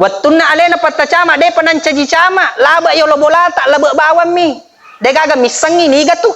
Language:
Buginese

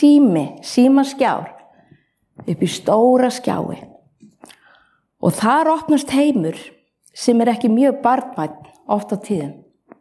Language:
Icelandic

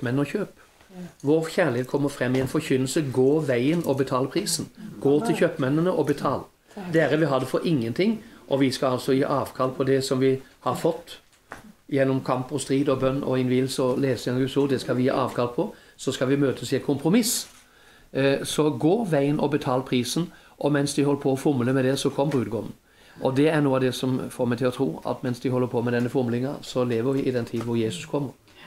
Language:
Norwegian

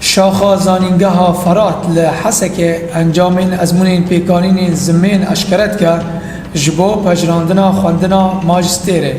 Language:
Kurdish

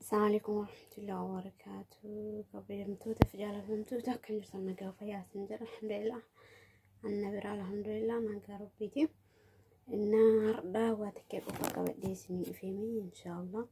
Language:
Oromo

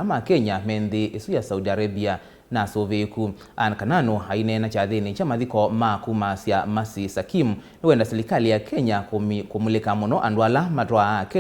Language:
Kamba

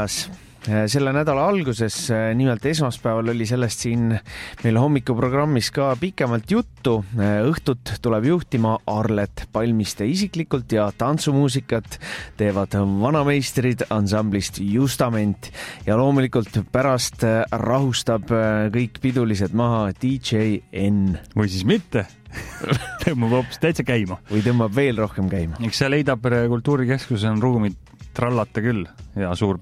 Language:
Estonian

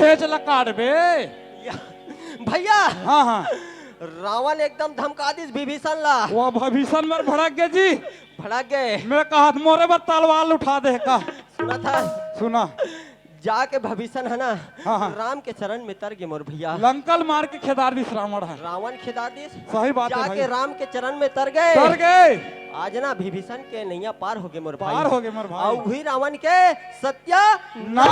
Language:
Chhattisgarhi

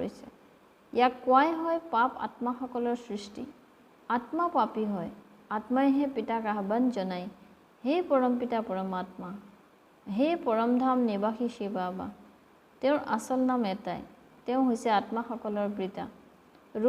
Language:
Assamese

